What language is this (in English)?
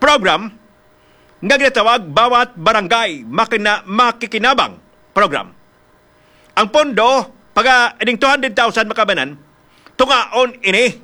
Hiligaynon